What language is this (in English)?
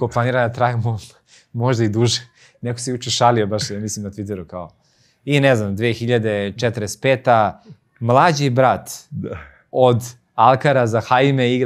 Serbian